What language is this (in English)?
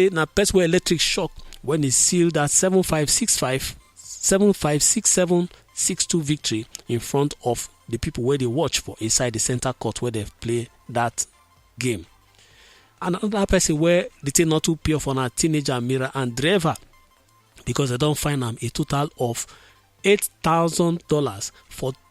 Nigerian Pidgin